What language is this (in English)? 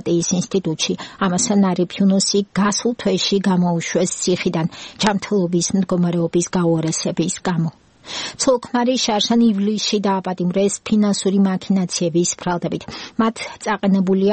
Georgian